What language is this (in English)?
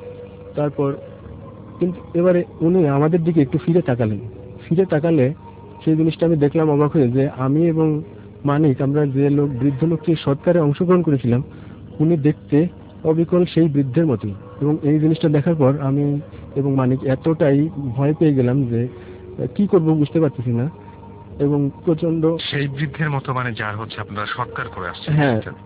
Bangla